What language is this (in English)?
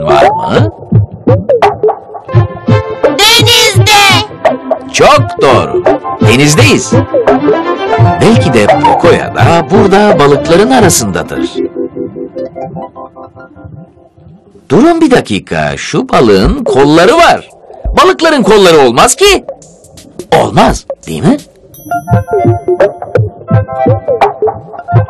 Turkish